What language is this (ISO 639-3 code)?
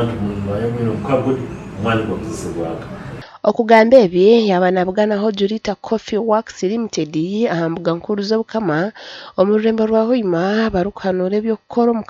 nyn